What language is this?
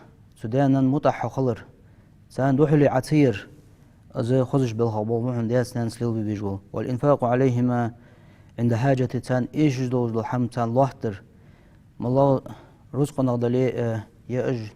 Ingush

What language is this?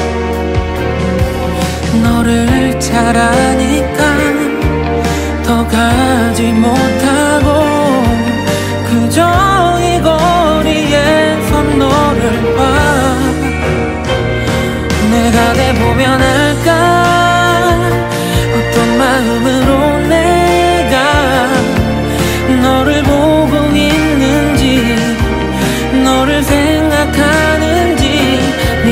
Korean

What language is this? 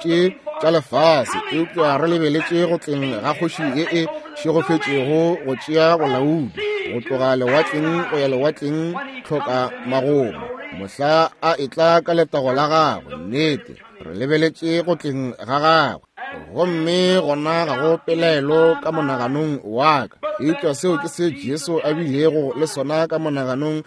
Northern Sotho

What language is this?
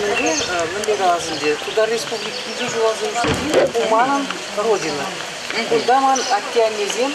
Chuvash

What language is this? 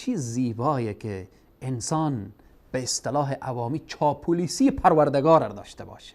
Persian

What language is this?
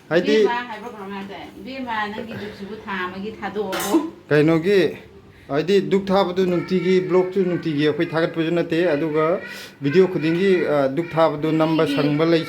Manipuri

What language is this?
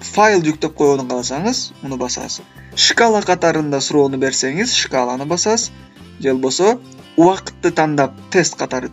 Kyrgyz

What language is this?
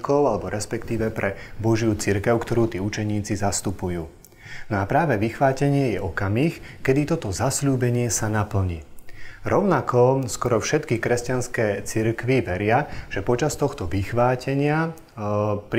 Slovak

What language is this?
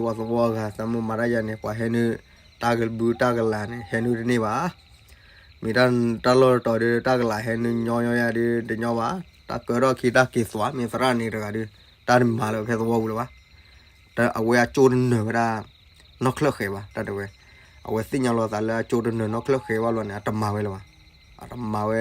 S'gaw Karen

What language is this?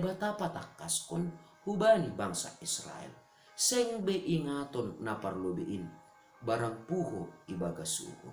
Batak Simalungun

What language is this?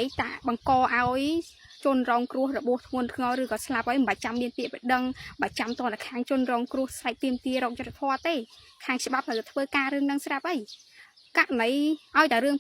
Khmer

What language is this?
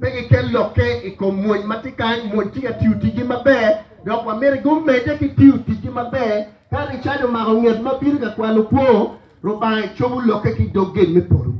Acoli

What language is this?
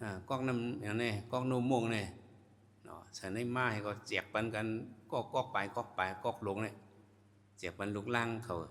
Shan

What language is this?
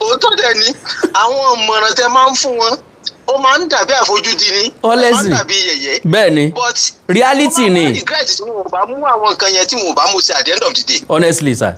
Yoruba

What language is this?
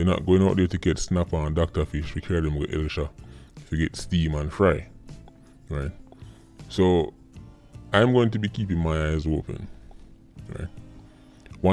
Jamaican Creole English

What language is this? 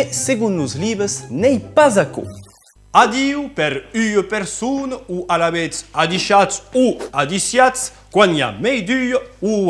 Occitan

